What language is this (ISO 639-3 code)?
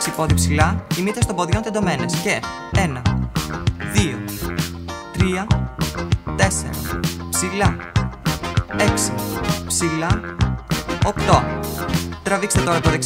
ell